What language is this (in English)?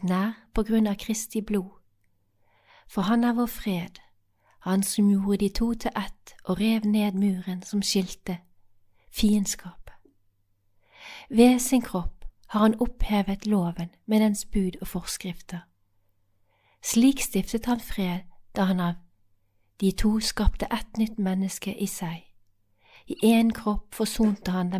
Norwegian